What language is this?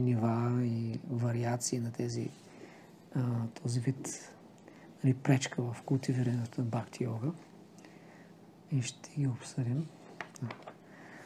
Bulgarian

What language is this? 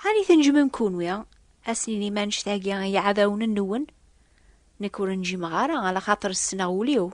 Kabyle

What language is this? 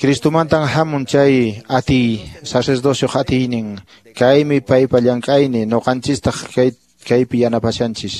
Quechua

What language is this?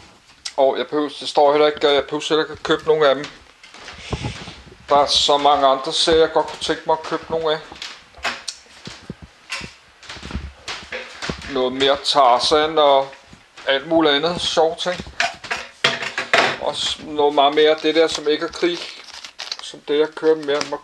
Danish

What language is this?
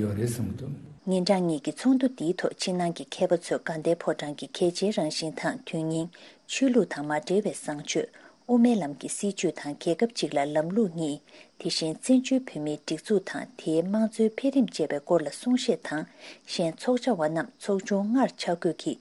Tibetan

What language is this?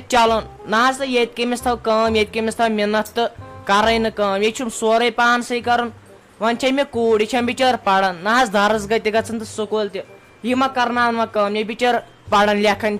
Kashmiri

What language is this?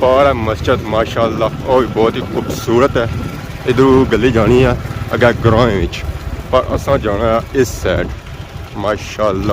Pahari-Potwari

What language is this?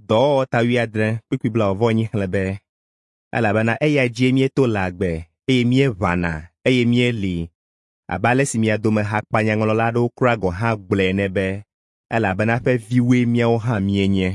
Ewe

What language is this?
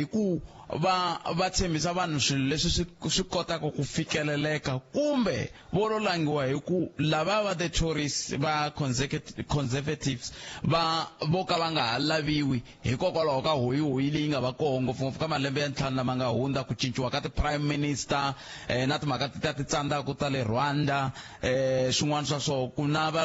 Tsonga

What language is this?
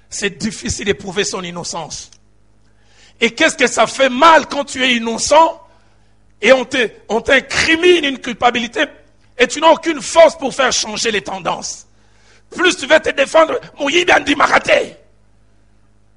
French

